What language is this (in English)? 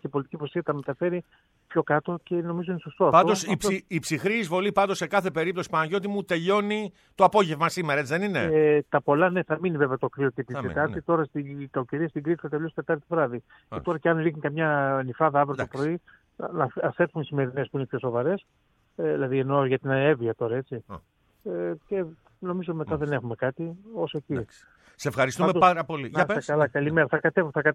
Greek